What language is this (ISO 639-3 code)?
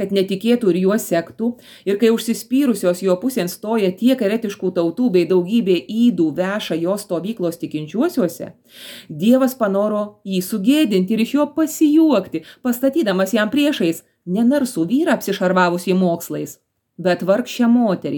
lit